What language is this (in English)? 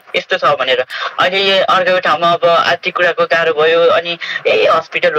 Nepali